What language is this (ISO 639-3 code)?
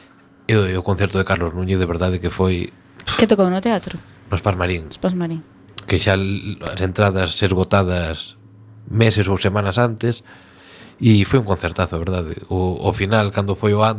glg